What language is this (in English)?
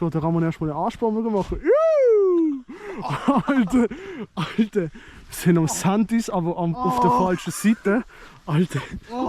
Swiss German